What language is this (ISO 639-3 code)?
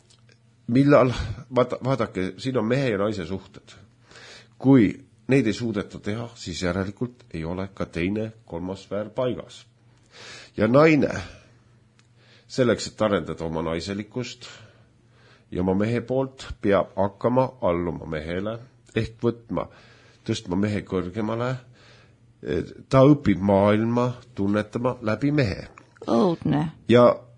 est